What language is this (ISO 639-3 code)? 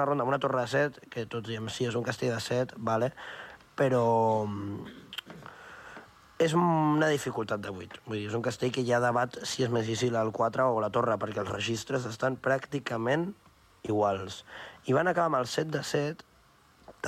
cat